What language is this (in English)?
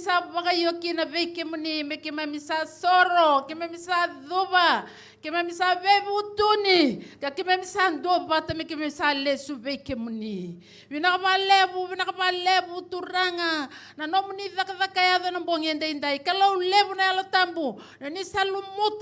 Fijian